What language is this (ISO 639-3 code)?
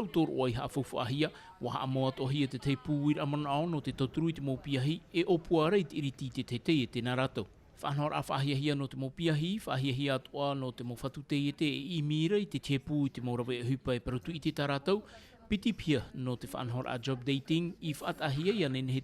tah